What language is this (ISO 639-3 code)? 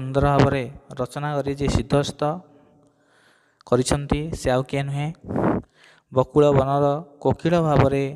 ori